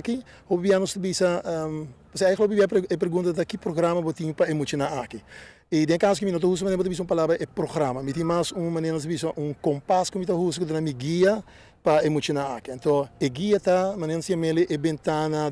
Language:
Papiamento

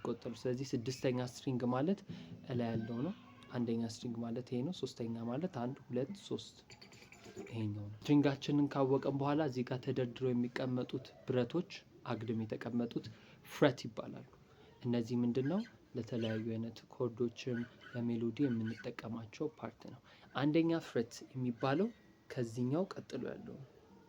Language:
Amharic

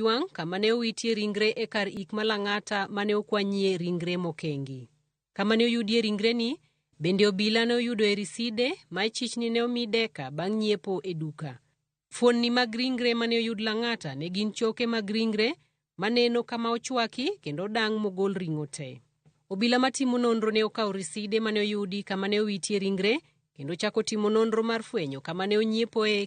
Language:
Luo (Kenya and Tanzania)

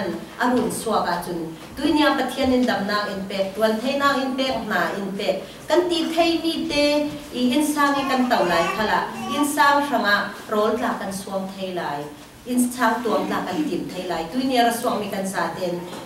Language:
Falam Chin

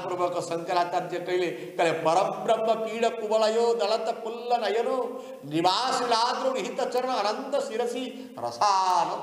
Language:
Odia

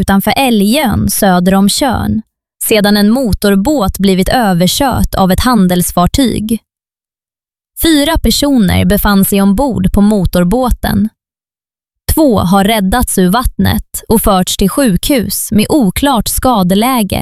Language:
Swedish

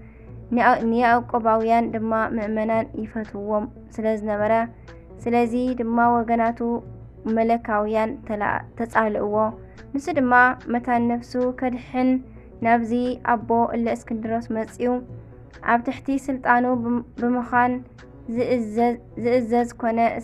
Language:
Tigrinya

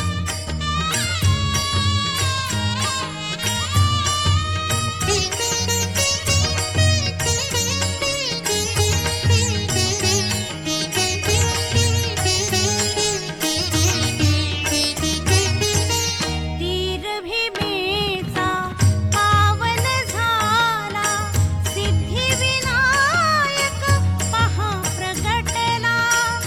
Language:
Marathi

